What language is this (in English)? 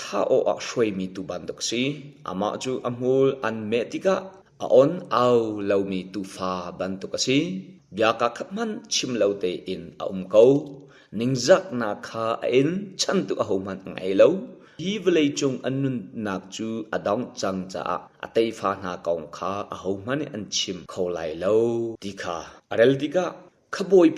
Hakha Chin